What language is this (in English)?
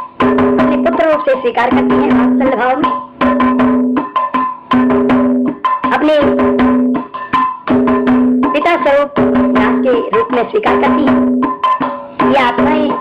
Hindi